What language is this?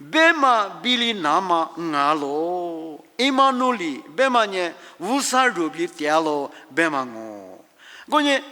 Lisu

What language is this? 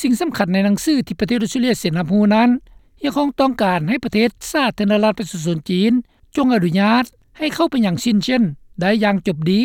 Lao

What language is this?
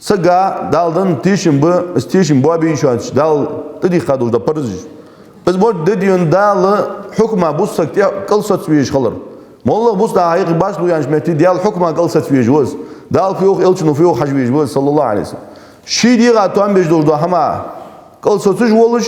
Ingush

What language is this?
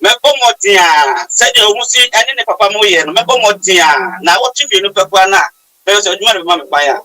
Akan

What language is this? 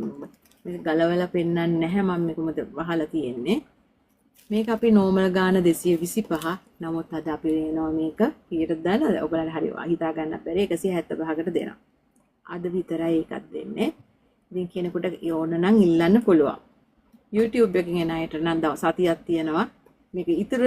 Sinhala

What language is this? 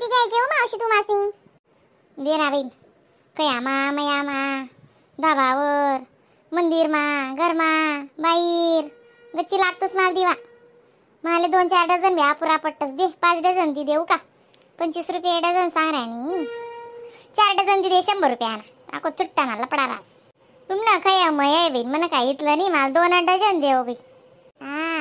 Khandesi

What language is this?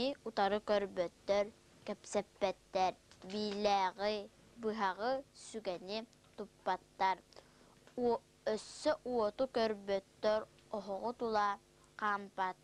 Yakut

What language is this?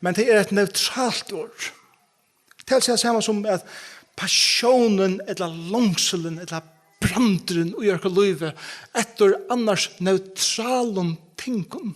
Faroese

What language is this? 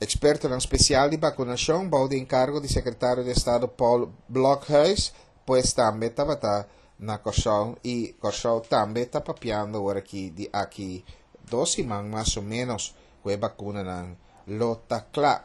Papiamento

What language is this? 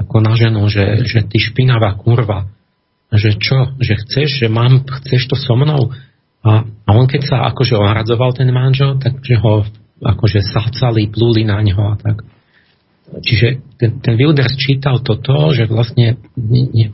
Slovak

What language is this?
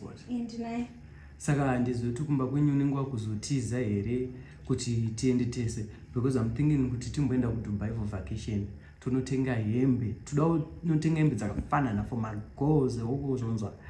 Shona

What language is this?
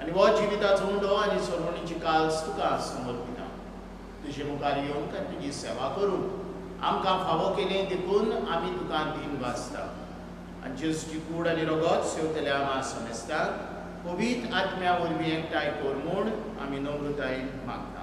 Konkani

